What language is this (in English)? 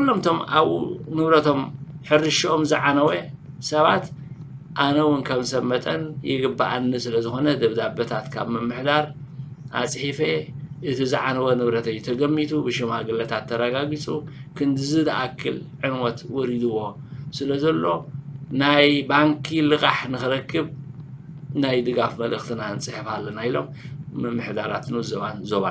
Tigrinya